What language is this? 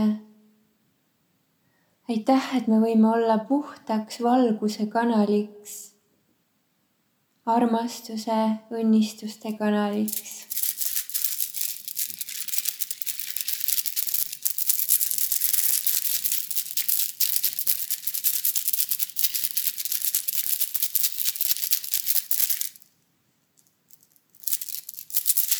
Estonian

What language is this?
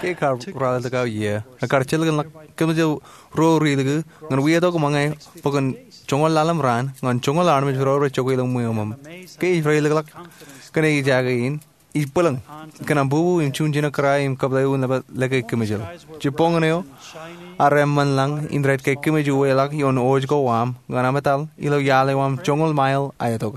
Marshallese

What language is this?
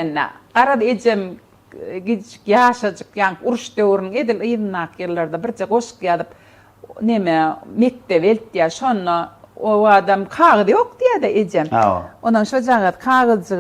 Turkmen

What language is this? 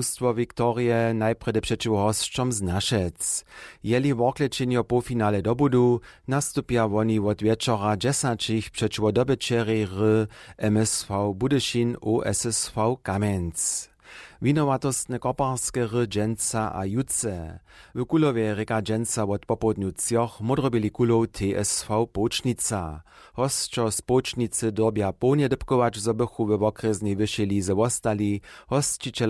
Upper Sorbian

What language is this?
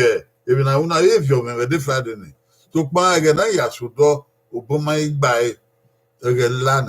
Bini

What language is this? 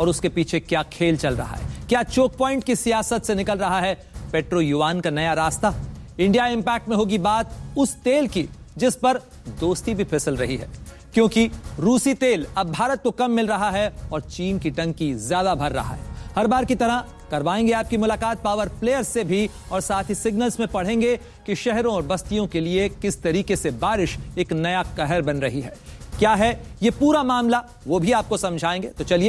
Hindi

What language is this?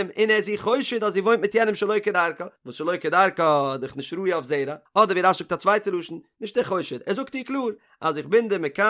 Yiddish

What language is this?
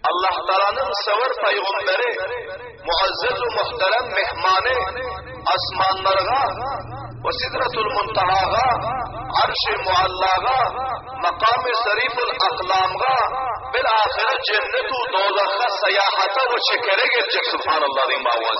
Turkmen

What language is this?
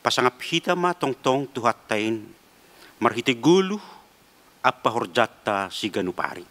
Batak Simalungun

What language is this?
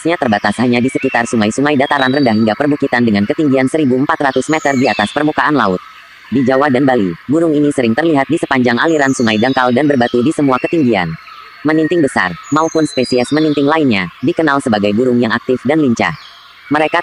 Indonesian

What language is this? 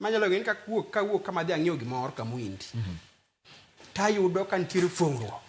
Luo (Kenya and Tanzania)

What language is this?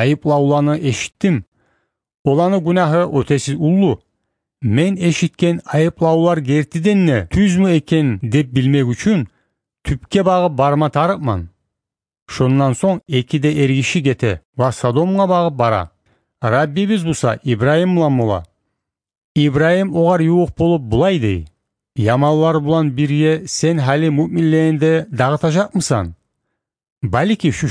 Kumyk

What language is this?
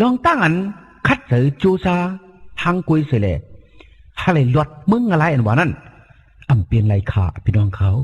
Shan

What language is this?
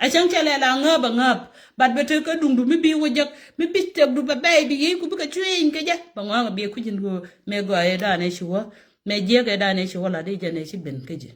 Nuer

